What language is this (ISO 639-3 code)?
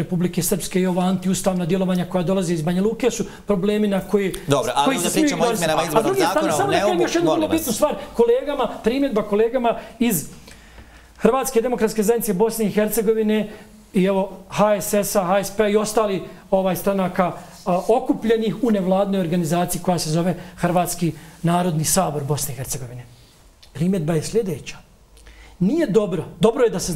bos